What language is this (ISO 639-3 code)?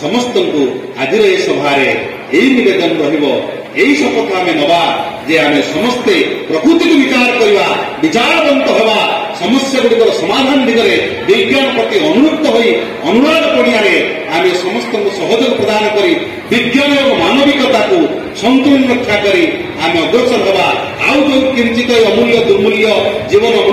ori